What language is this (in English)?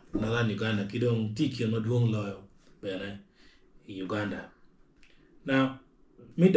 Acoli